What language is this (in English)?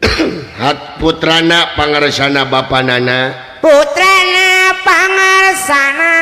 Sundanese